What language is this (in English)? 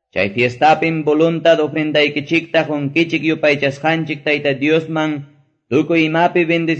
Quechua